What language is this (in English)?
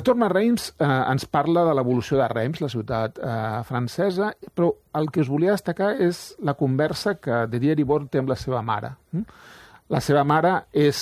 Catalan